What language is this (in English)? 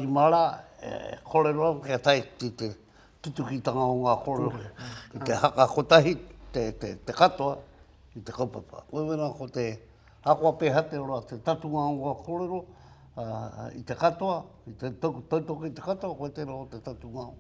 Māori